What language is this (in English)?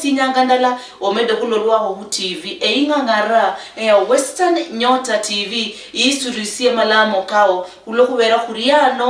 Luyia